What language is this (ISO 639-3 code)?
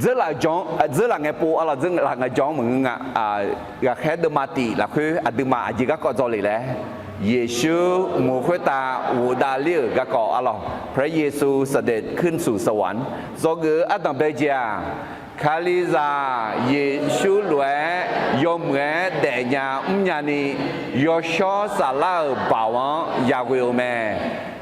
ahk